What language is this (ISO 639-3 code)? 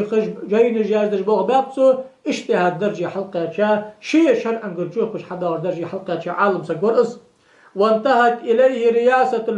inh